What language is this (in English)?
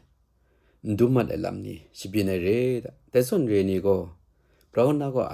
Kachin